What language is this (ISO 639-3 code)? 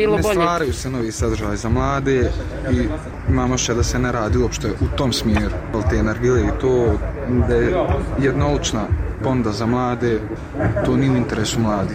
bos